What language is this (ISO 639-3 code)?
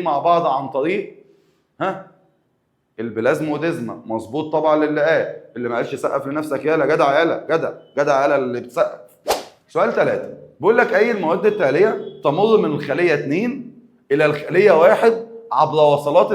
arz